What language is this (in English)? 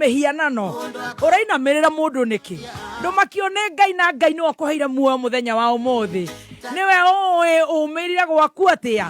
Kikuyu